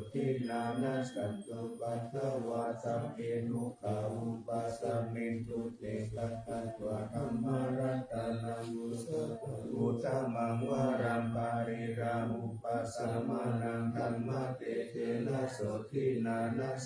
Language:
Pali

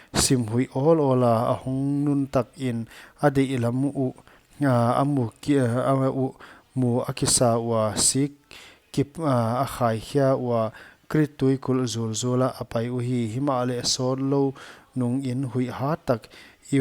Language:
Paite Chin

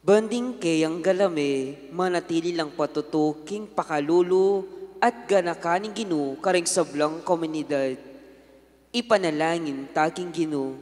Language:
Pampanga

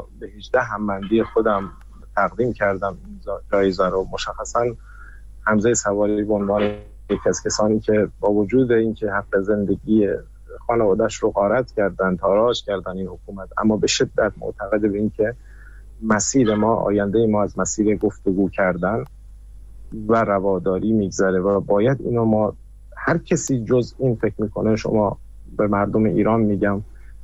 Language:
Persian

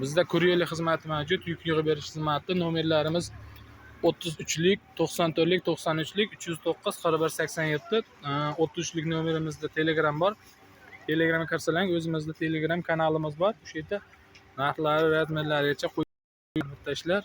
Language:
Uzbek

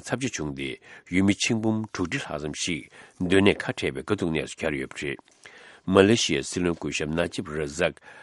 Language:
Tibetan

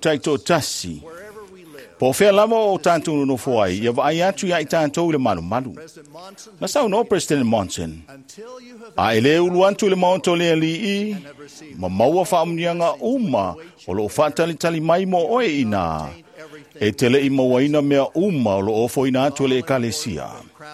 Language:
Samoan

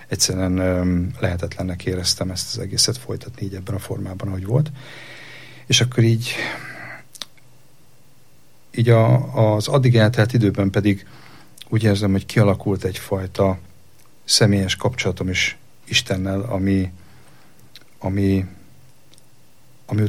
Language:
Hungarian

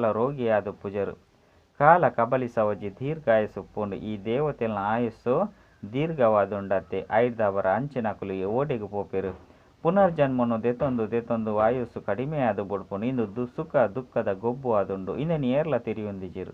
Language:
Tulu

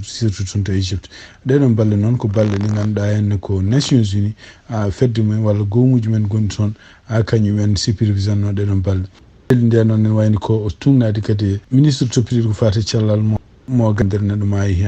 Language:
Fula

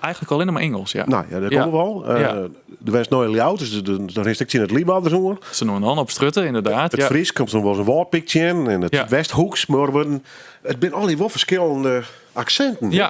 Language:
Western Frisian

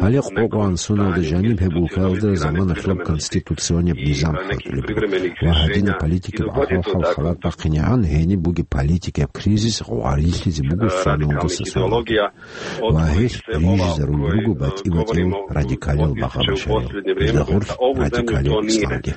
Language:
Avaric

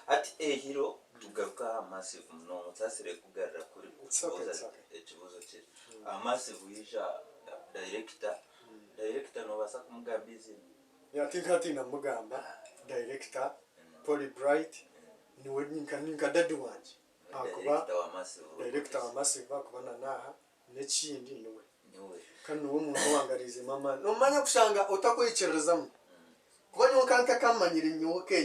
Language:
Nyankole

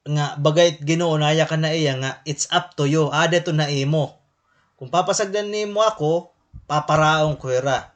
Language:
Waray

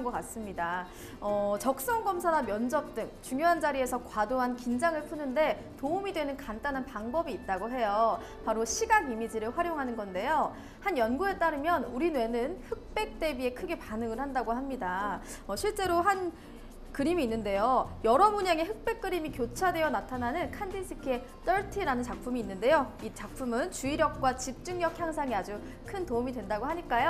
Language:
Korean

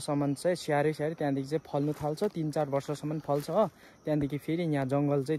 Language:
Nepali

